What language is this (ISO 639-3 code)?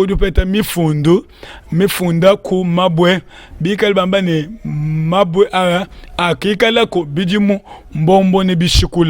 lua